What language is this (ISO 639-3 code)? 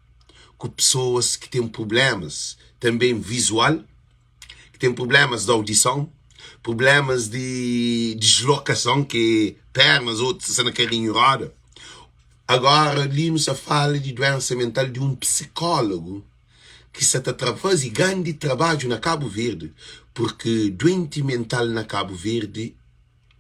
kea